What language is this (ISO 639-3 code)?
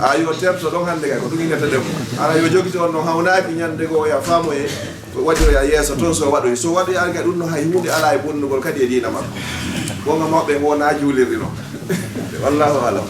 ful